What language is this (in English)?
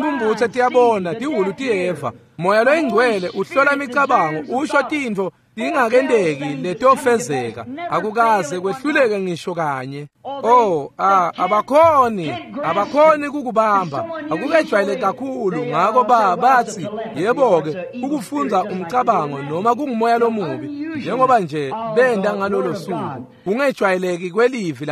Swati